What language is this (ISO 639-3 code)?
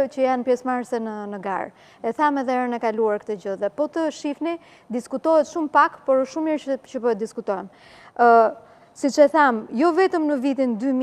sqi